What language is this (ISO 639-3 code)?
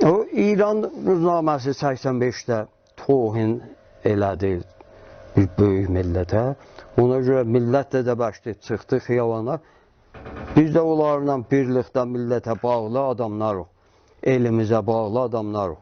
azb